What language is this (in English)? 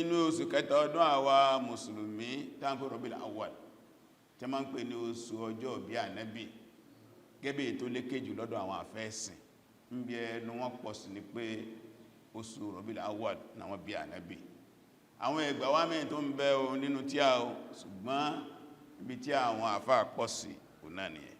Yoruba